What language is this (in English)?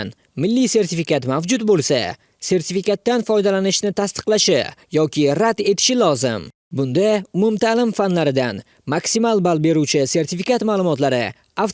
Uzbek